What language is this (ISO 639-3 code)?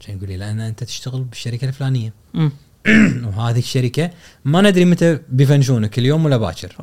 afb